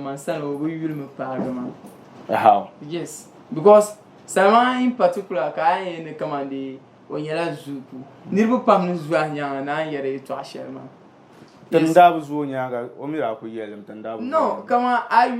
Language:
Dagbani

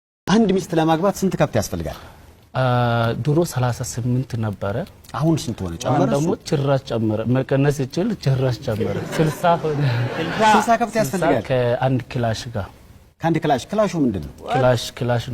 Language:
Amharic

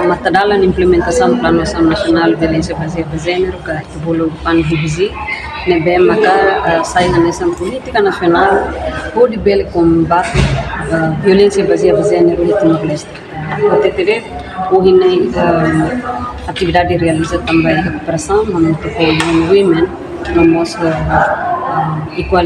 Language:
Tetum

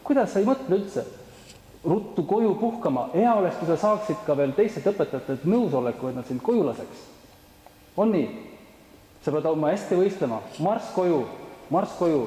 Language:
Estonian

